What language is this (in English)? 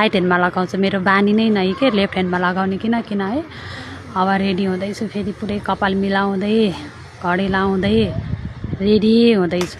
Nepali